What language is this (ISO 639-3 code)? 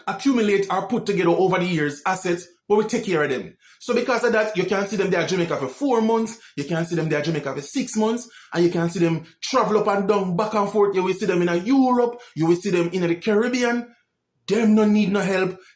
jam